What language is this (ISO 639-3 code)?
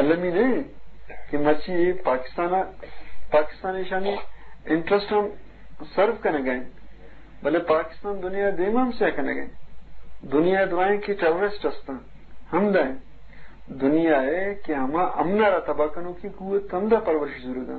bgp